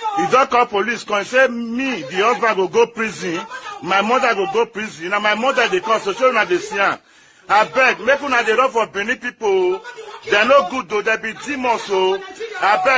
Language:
Nigerian Pidgin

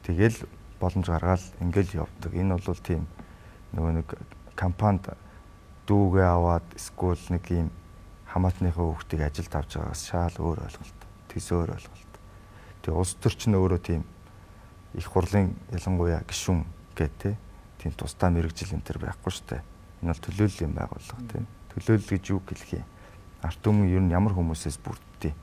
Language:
Mongolian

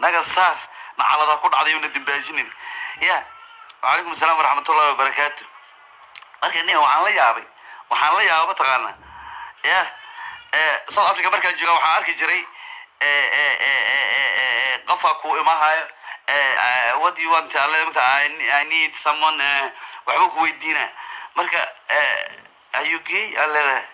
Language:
Somali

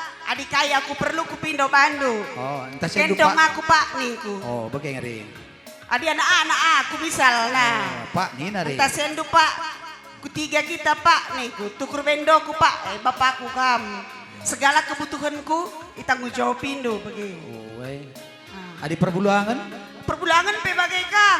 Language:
Batak Karo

